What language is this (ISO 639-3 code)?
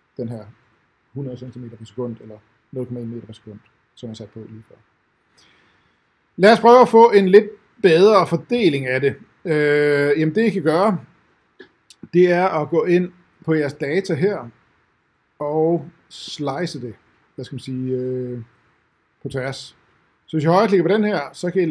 dan